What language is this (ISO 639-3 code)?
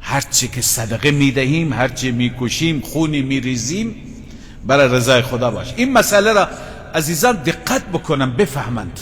fas